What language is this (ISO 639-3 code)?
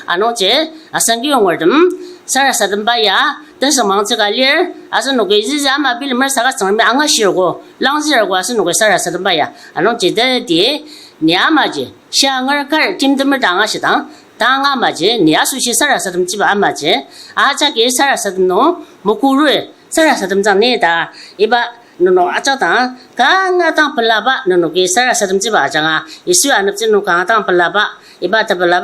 njo